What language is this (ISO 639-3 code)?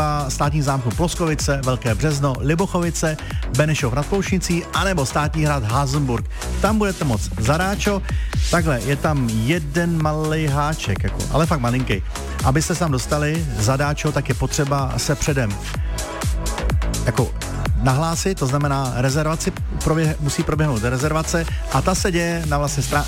ces